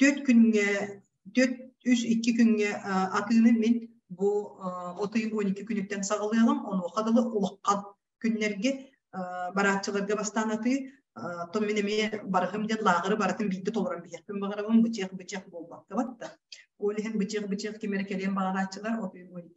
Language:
Yakut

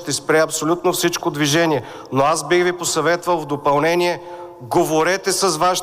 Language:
Bulgarian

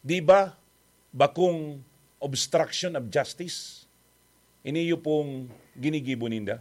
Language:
Bikol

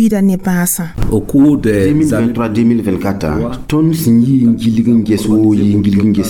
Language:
Mossi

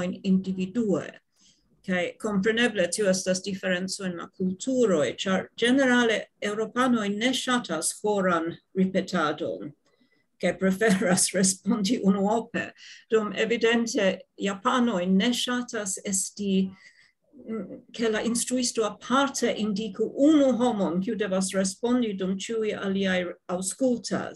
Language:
Esperanto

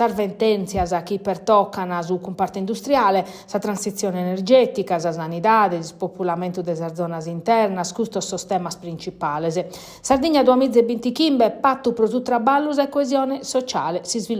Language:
Sardinian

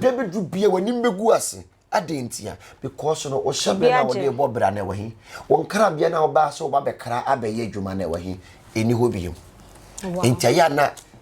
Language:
Akan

